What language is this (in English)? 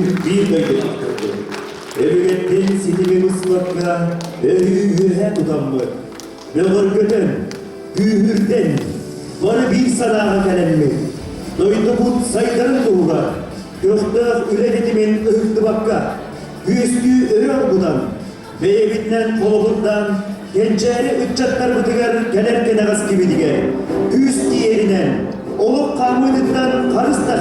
Yakut